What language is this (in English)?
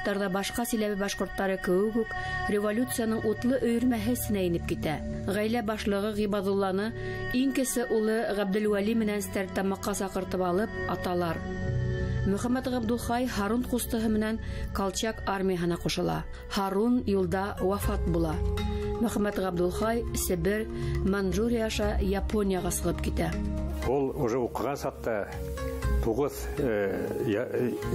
Bashkir